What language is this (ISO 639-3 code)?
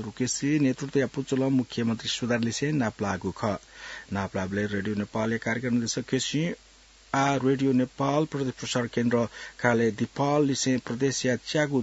new